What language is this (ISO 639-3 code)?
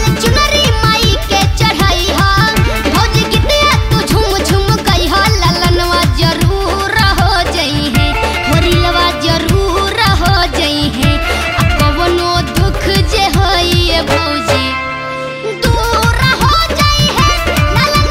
bho